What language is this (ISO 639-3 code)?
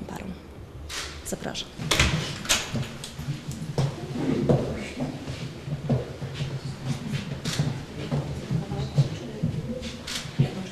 pol